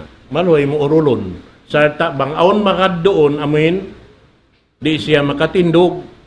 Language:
Tausug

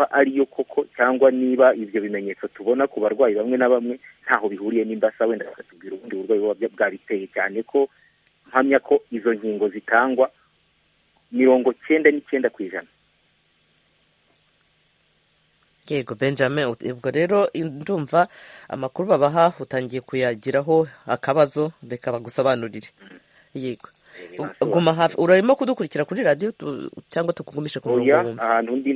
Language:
Kinyarwanda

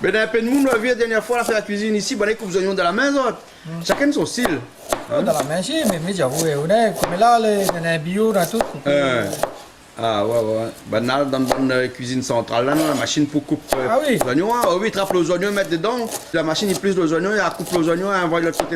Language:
Réunion Creole French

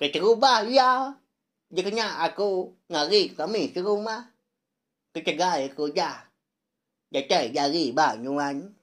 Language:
Iban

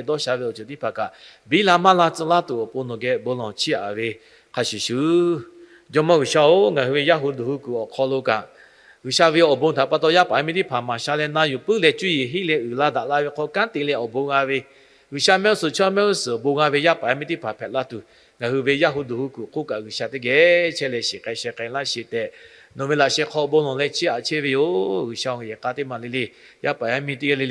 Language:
Lahu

